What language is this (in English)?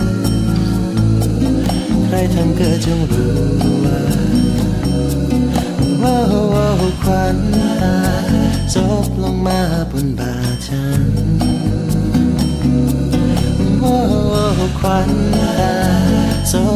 Thai